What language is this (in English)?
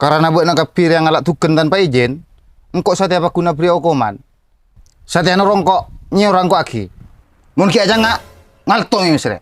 Madurese